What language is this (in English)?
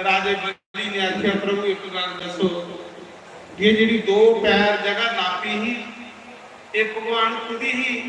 Dogri